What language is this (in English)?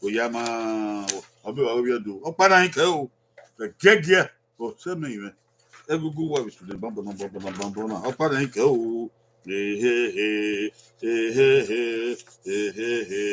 Bini